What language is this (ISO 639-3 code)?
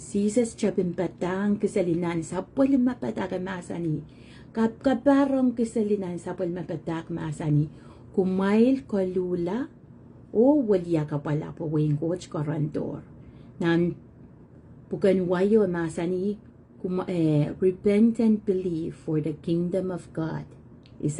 pon